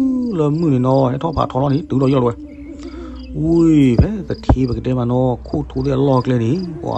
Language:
S'gaw Karen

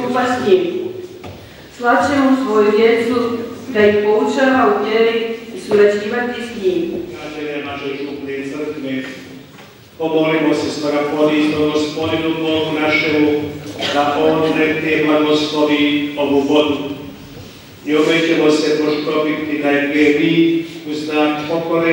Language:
Croatian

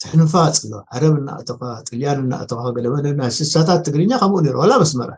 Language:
Tigrinya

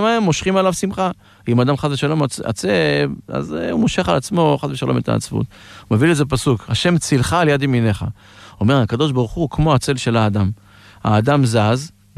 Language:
Hebrew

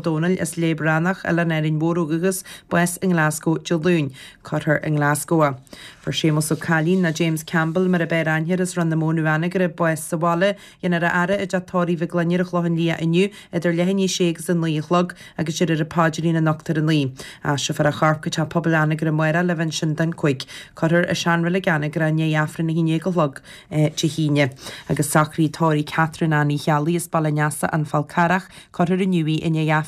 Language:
Irish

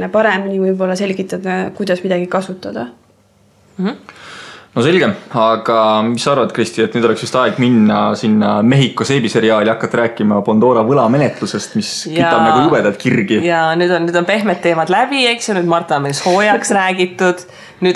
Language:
Estonian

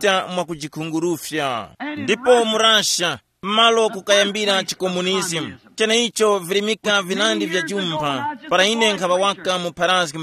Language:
Tumbuka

